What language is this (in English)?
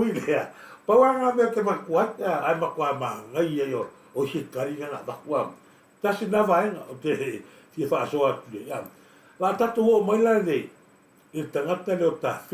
Samoan